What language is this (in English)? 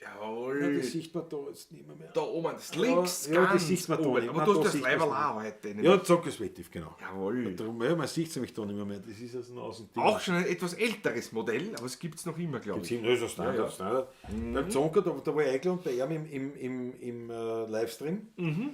Bavarian